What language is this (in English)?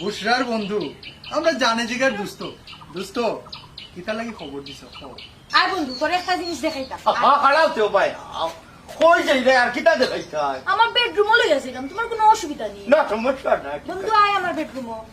Sylheti